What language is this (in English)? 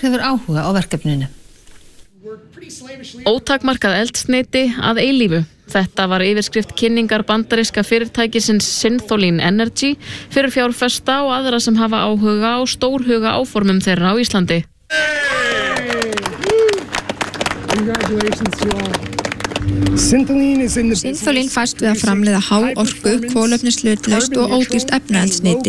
Icelandic